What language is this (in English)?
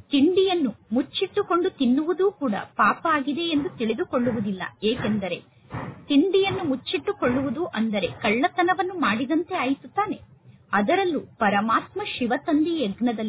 Kannada